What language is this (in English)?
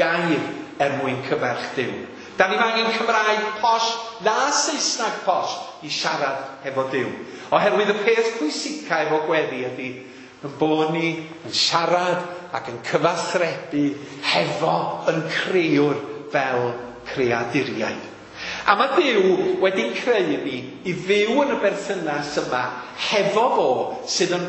Welsh